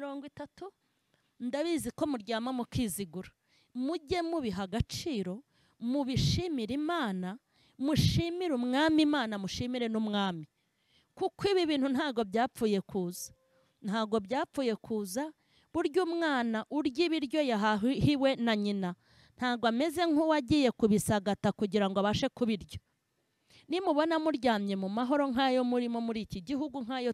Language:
Kinyarwanda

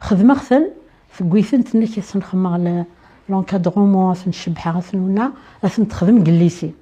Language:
Kabyle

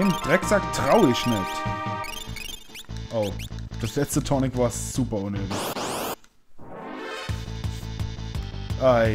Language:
German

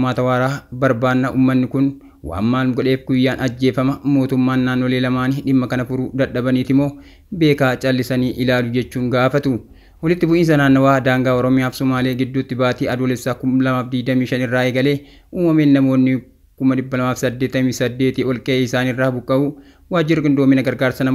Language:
Oromo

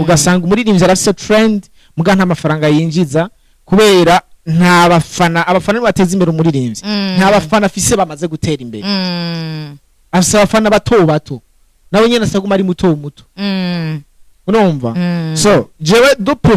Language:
Rundi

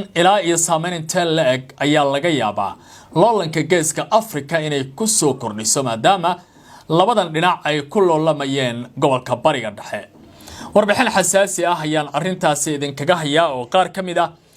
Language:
Somali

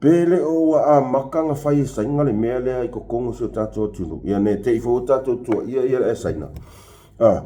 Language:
Samoan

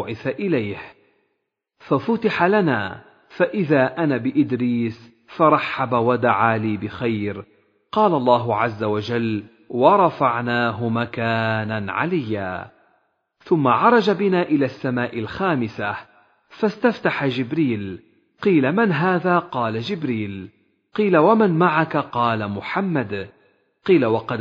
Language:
Arabic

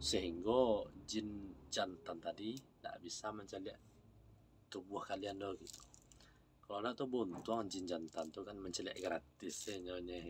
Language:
Minangkabau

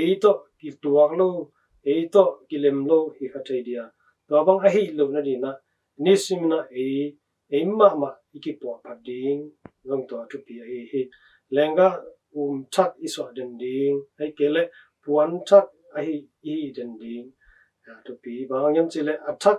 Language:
Tedim Chin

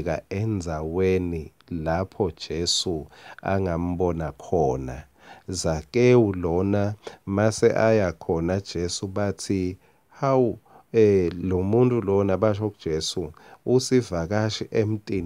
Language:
Swati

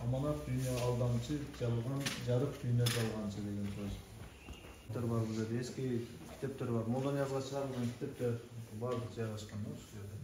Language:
Kyrgyz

